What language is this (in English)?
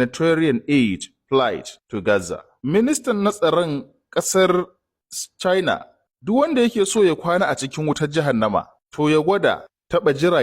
Hausa